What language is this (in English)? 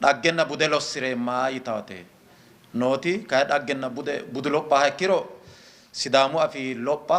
Sidamo